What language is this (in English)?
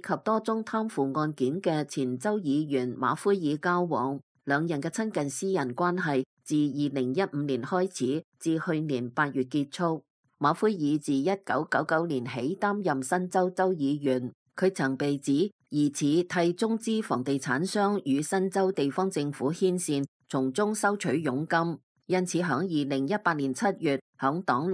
Cantonese